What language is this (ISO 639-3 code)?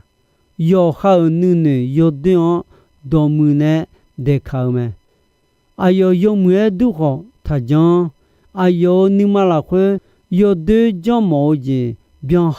ahk